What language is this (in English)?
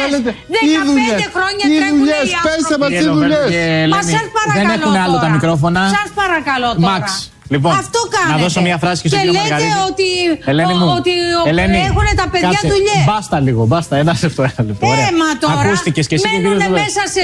Greek